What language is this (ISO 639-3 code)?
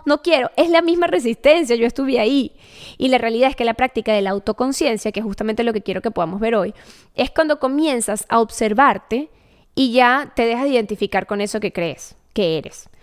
spa